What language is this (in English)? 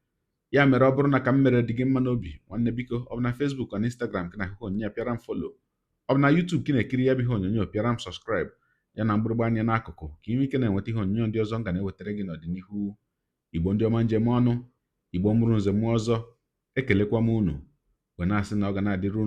Igbo